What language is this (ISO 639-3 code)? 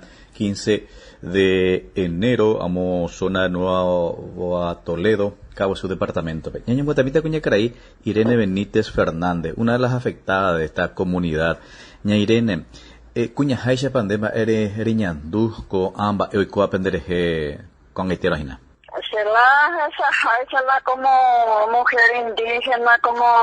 grn